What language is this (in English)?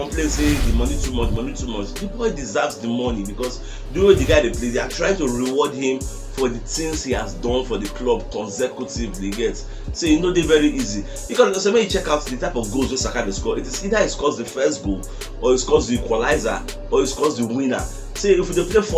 Nigerian Pidgin